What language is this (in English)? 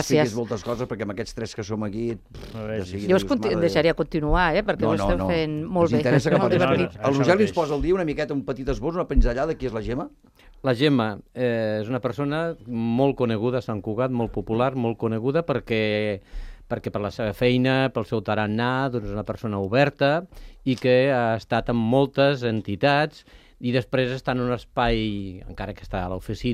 Catalan